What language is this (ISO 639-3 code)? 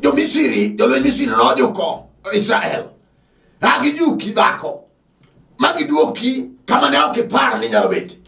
luo